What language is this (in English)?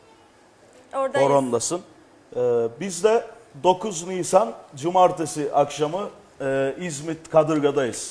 Turkish